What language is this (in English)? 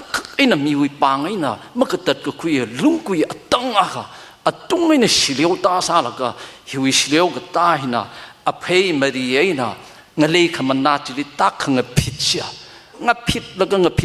Tangkhul Naga (India)